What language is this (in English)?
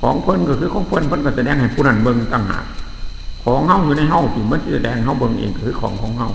Northeastern Thai